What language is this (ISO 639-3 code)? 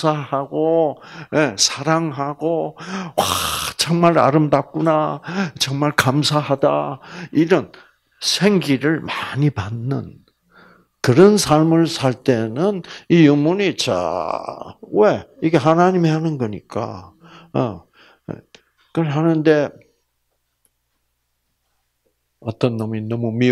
kor